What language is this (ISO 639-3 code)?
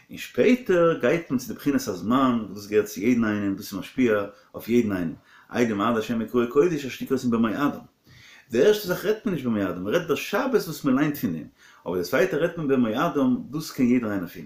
yid